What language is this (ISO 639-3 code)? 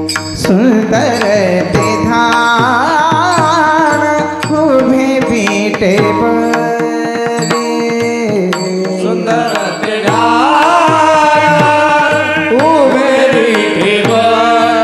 mar